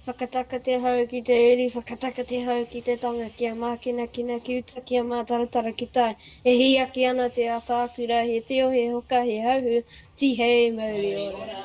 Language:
Māori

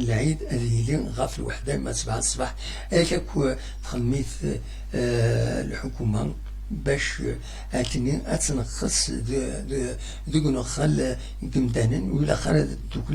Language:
Kabyle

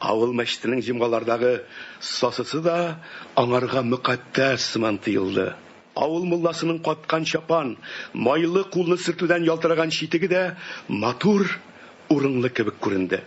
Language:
Tatar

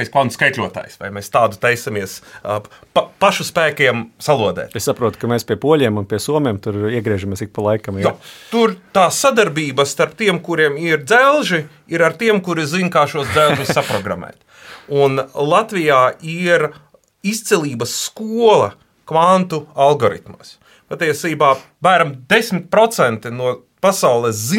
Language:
Latvian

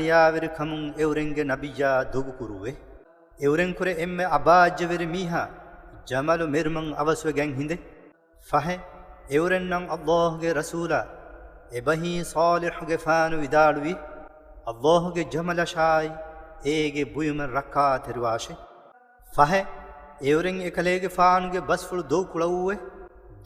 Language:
Divehi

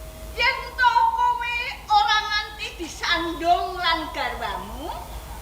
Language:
Javanese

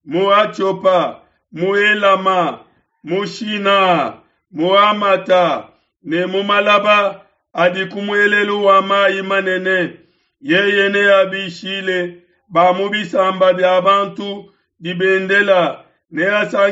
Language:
Luba-Lulua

